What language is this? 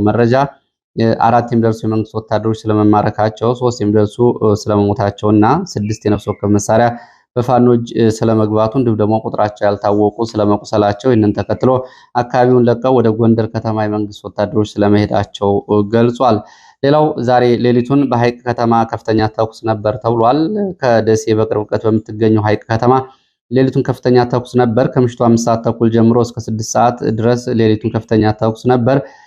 Amharic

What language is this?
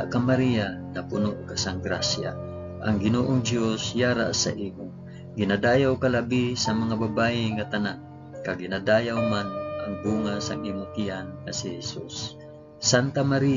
Hiligaynon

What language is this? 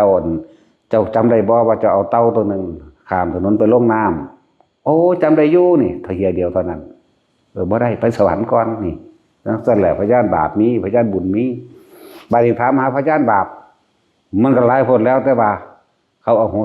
Northeastern Thai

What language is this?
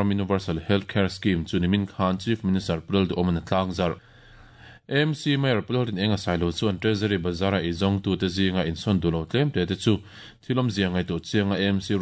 Mizo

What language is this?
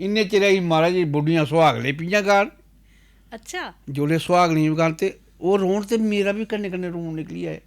Dogri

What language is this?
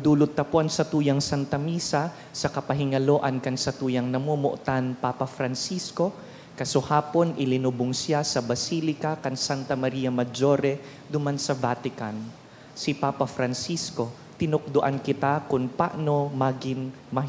Bikol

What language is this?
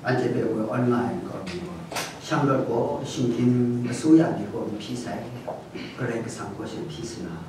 Kachin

